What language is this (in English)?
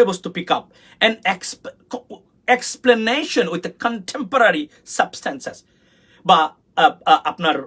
Sylheti